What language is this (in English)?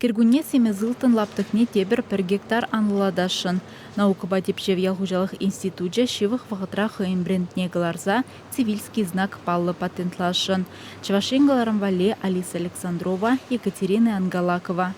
Chuvash